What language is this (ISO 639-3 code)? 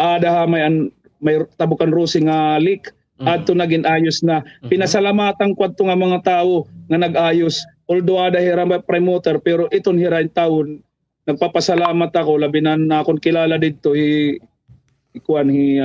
war